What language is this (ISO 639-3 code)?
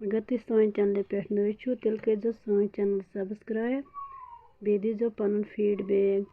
kas